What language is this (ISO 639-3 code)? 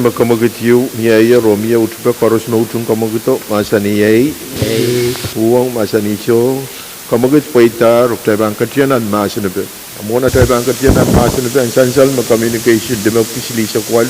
pon